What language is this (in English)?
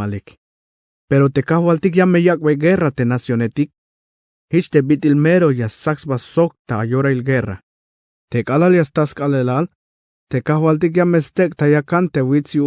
Tzeltal